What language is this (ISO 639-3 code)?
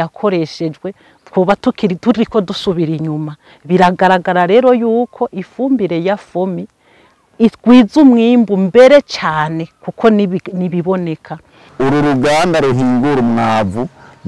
run